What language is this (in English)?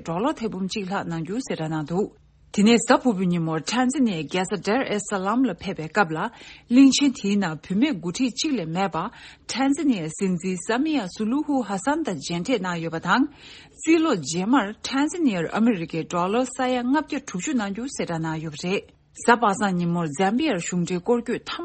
Tibetan